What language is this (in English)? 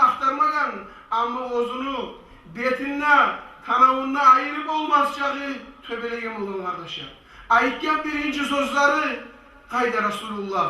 Kumyk